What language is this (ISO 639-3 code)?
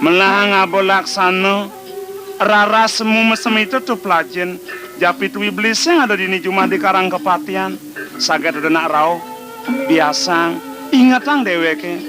ban